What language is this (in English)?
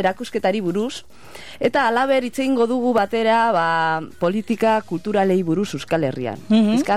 Basque